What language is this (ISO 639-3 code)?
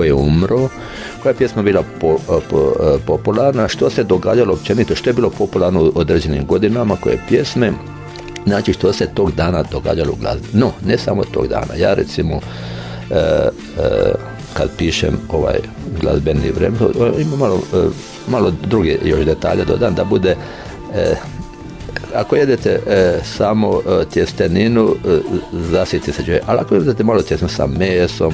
hrv